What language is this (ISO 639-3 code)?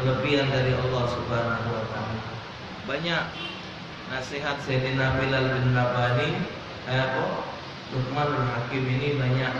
mui